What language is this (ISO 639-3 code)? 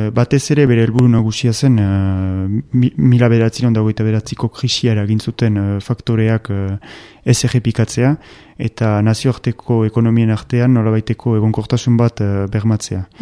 eus